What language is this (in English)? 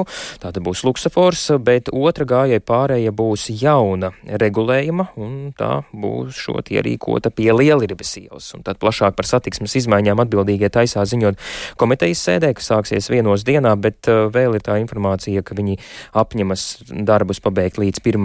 Latvian